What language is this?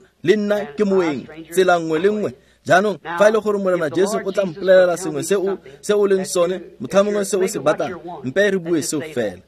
Tswana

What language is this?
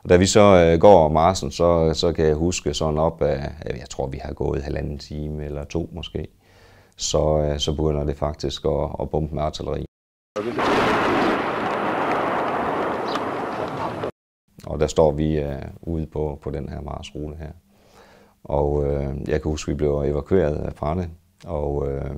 Danish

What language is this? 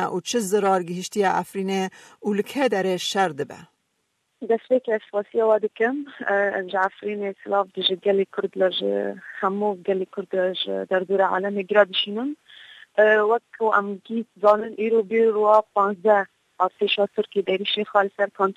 Kurdish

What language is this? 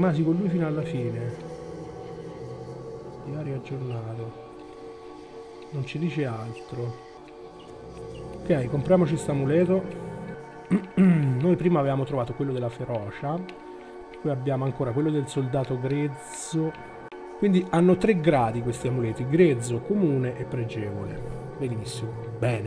Italian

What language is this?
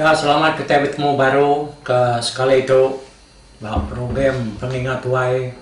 Iban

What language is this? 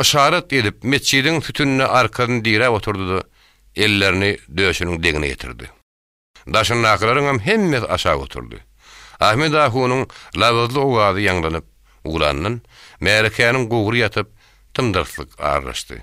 Turkmen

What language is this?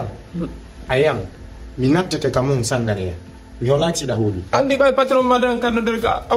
Fula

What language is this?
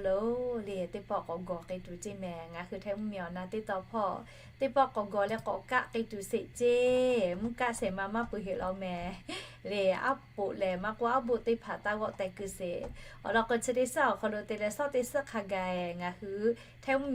Lahu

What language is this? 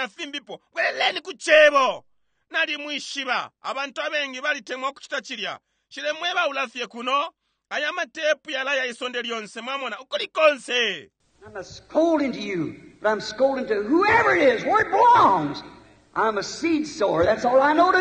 Bemba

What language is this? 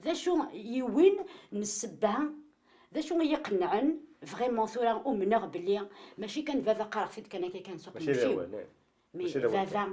Kabyle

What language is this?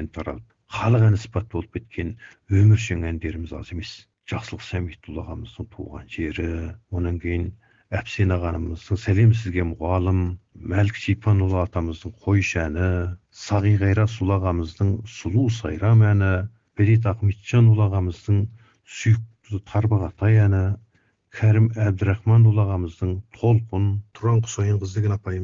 Kazakh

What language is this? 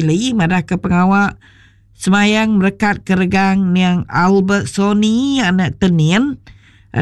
Iban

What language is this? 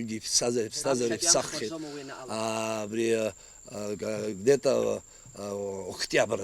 Abkhazian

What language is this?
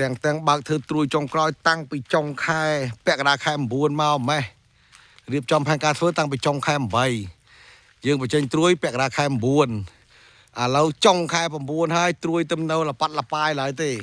Khmer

